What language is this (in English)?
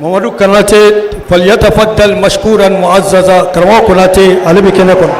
Bambara